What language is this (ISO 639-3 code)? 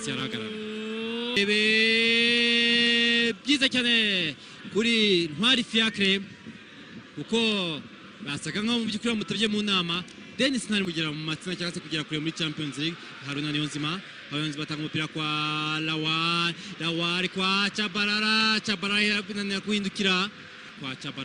kin